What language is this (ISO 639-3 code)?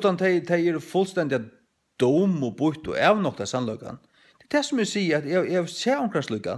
fao